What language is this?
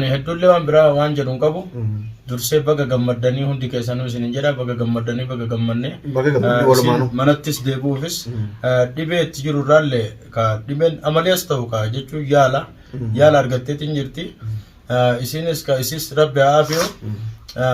Oromo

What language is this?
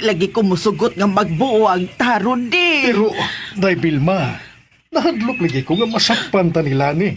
Cebuano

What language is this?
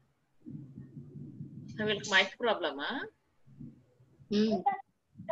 Telugu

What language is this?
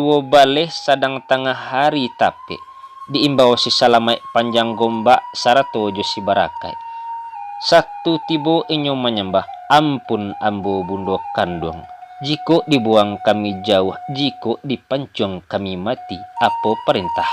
Minangkabau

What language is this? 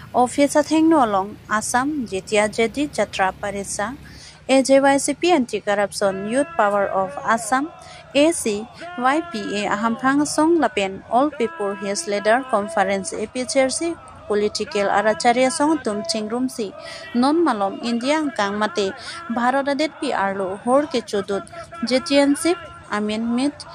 Karbi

